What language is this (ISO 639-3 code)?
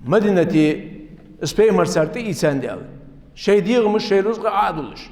inh